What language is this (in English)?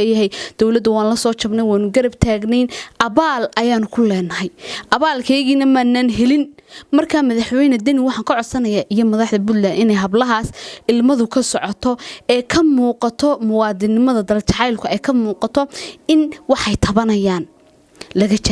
Somali